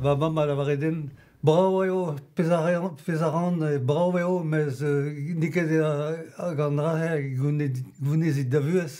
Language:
Breton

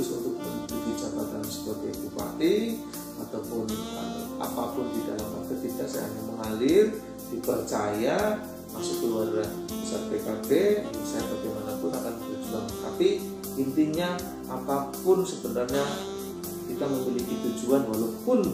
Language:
Indonesian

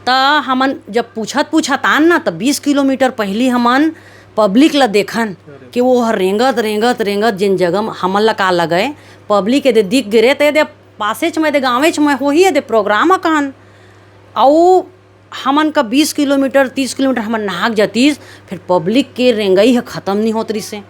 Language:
Chhattisgarhi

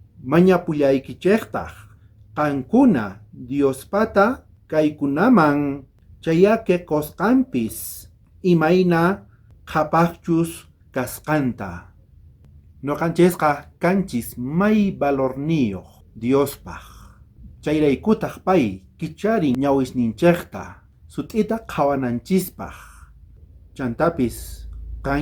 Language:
South Bolivian Quechua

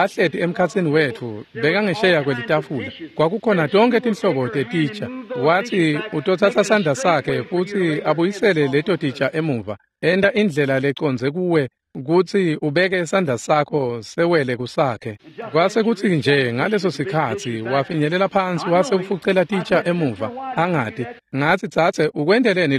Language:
Swati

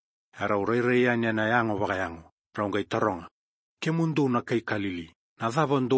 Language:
Fijian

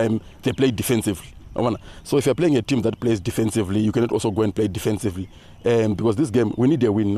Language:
Tswana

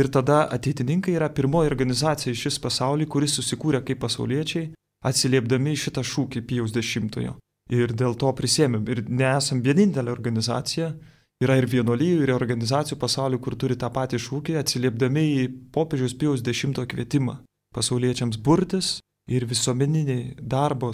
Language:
Lithuanian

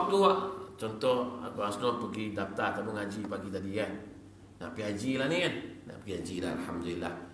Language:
Malay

